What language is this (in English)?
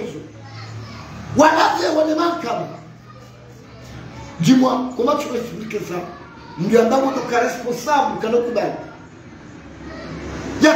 Swahili